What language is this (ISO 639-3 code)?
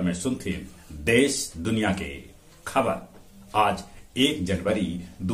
mag